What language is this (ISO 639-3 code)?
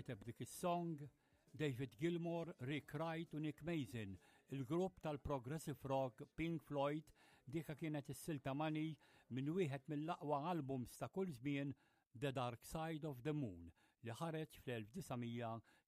mlt